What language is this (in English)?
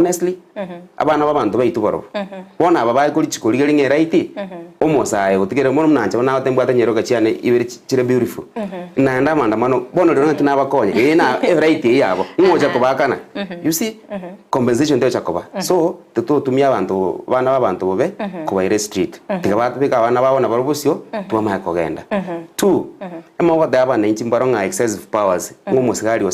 Gusii